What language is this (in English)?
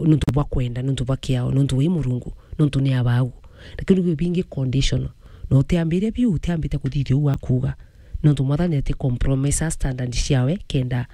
Meru